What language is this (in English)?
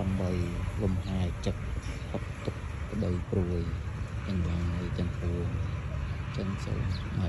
Khmer